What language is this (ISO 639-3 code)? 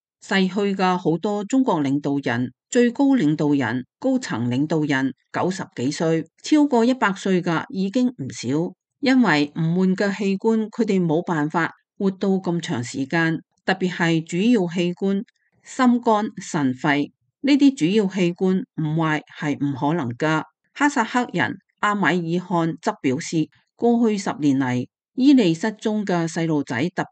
yue